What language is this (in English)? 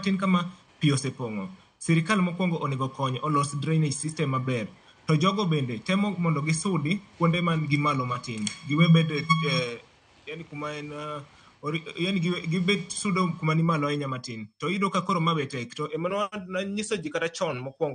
Luo (Kenya and Tanzania)